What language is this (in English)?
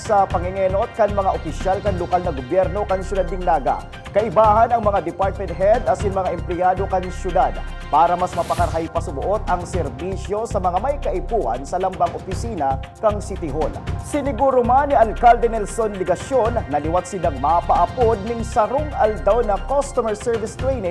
Bikol